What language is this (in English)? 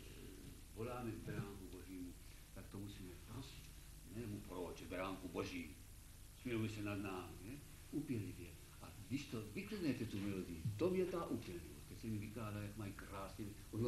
Czech